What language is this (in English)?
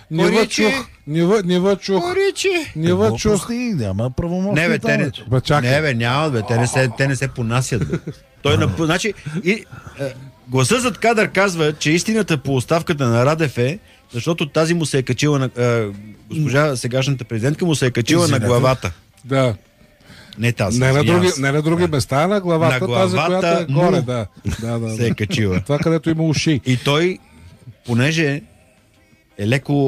Bulgarian